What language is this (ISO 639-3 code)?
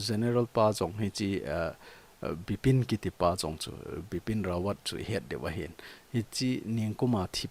tcz